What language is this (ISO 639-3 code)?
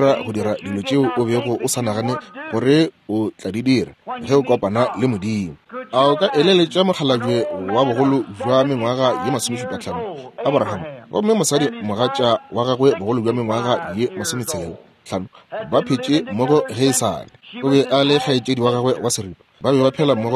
nso